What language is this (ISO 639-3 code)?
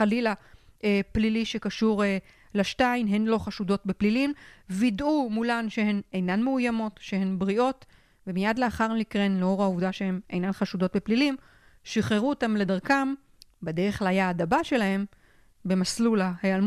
heb